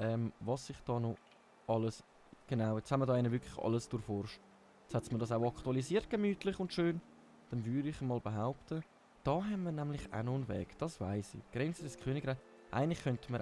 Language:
Swiss German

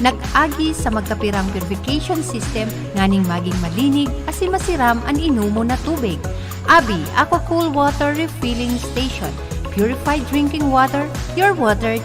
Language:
Bikol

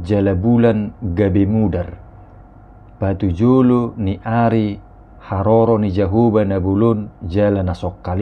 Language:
Batak Toba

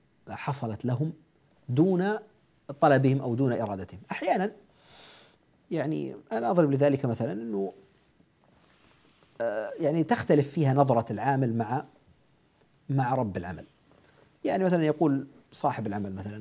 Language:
Arabic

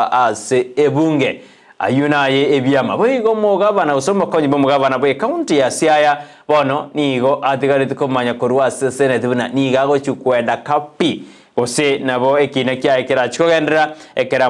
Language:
Gusii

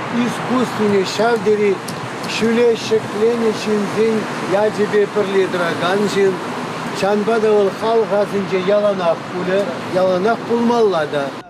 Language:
Chuvash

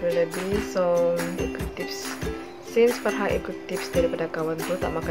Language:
Malay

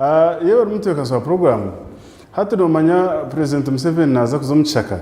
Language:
Nyankole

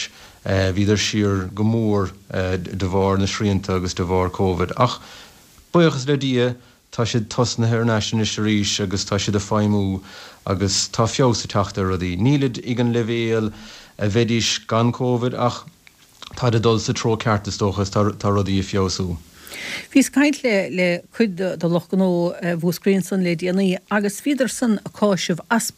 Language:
Irish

